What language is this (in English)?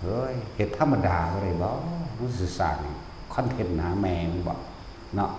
Northeastern Thai